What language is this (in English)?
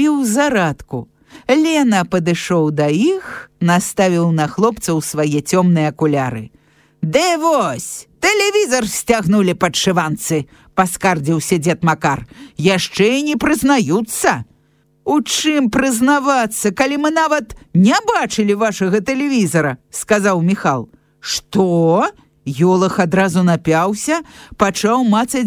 Belarusian